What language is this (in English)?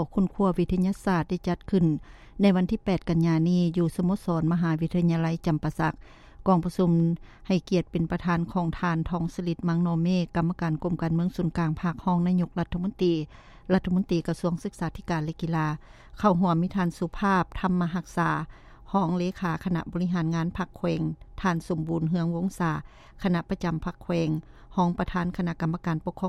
Lao